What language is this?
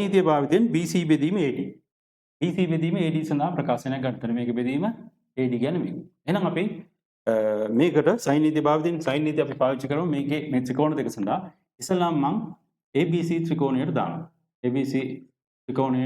Sinhala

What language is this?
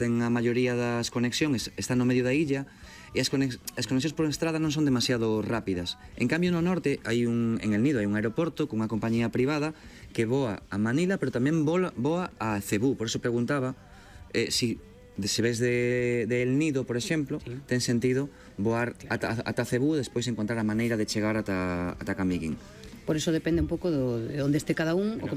Galician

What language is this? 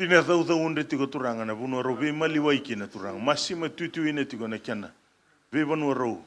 Fijian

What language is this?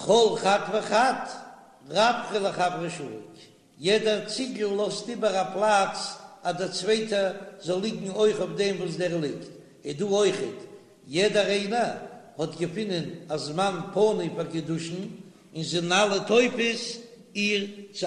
Yiddish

